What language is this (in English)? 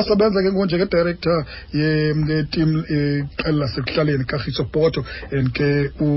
Xhosa